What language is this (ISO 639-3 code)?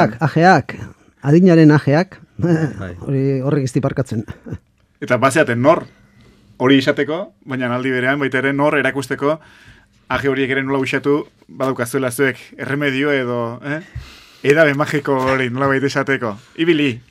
eus